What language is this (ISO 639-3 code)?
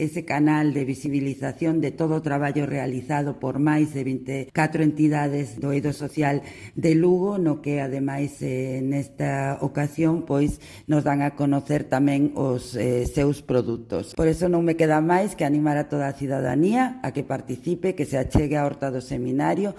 glg